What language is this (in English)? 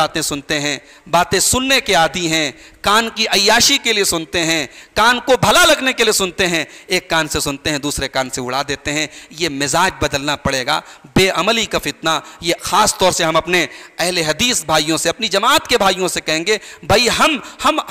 Urdu